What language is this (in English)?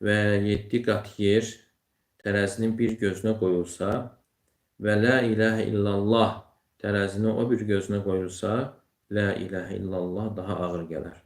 Azerbaijani